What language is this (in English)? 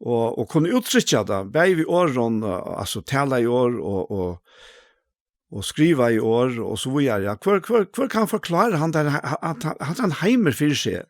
Faroese